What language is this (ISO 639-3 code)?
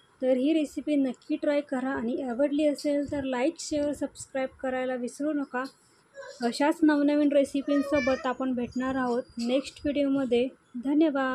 mar